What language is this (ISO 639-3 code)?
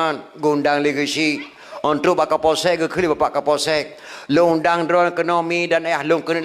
ace